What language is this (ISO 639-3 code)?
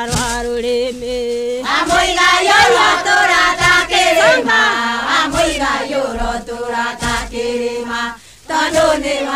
kik